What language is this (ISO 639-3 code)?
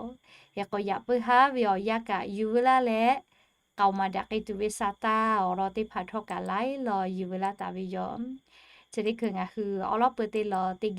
lhu